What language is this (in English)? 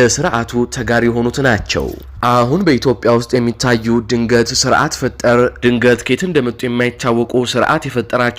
Amharic